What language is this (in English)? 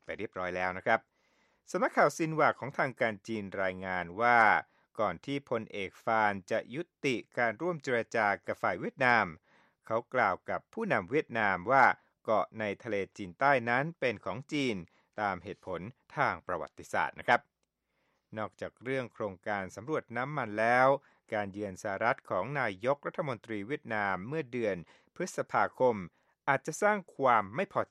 Thai